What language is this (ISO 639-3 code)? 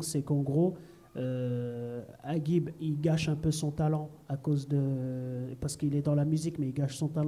fra